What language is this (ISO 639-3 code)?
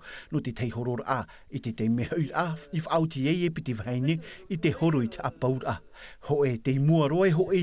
tah